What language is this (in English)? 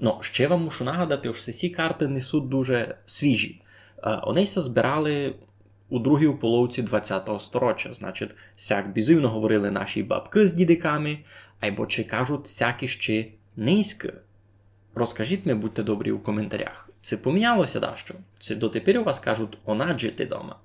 Rusyn